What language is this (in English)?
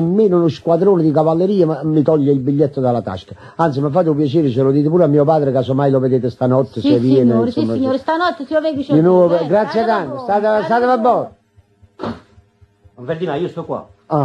Italian